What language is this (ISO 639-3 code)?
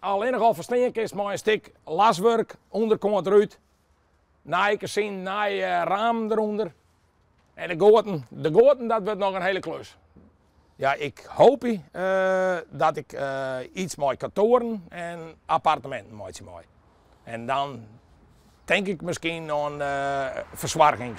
fry